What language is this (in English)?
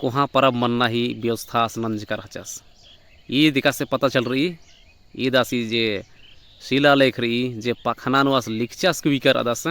Kurukh